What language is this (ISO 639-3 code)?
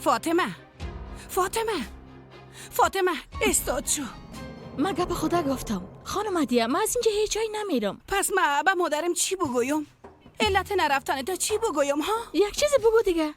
fas